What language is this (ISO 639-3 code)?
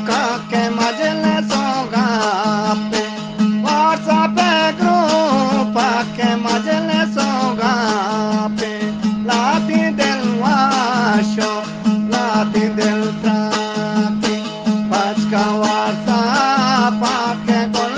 bgp